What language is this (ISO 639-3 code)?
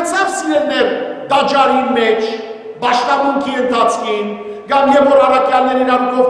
hyw